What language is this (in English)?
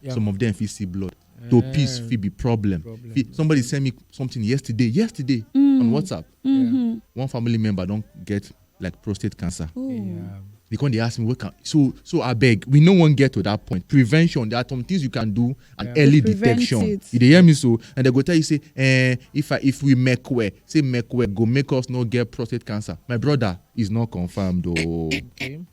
Nigerian Pidgin